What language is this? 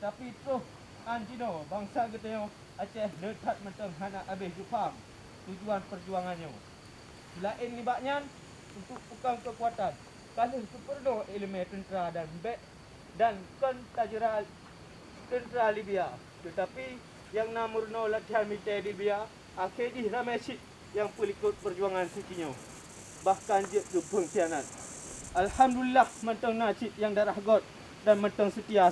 Achinese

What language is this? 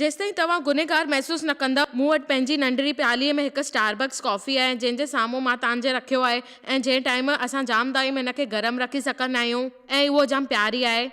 Sindhi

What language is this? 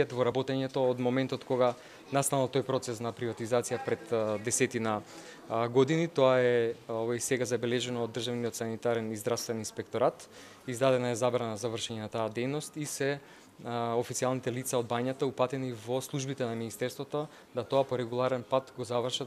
Macedonian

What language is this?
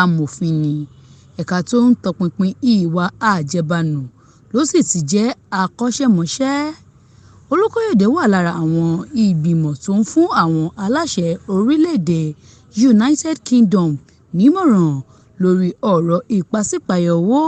Yoruba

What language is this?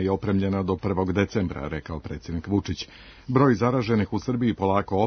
Serbian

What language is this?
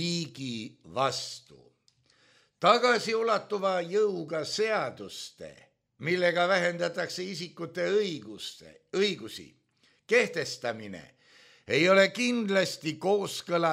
Estonian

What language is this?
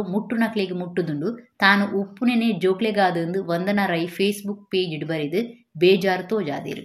Tulu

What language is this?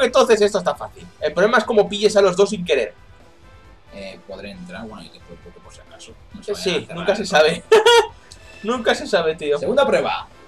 Spanish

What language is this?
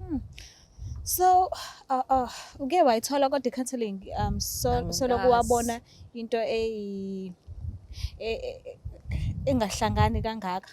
Zulu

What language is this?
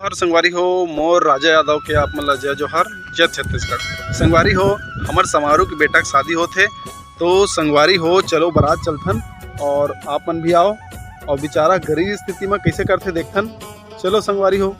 Chhattisgarhi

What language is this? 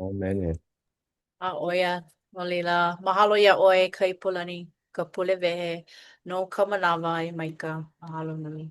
Hawaiian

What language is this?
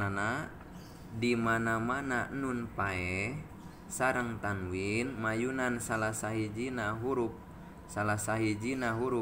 Sundanese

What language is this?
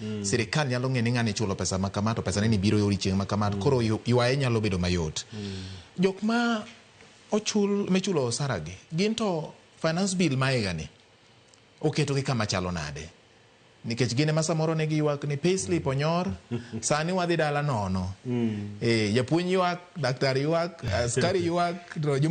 Luo (Kenya and Tanzania)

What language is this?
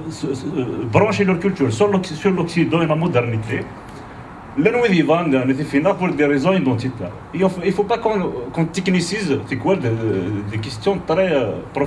Kabyle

